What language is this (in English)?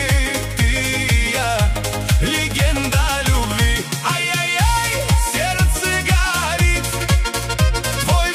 Russian